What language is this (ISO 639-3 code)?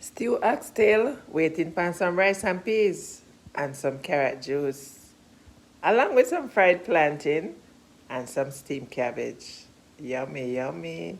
jam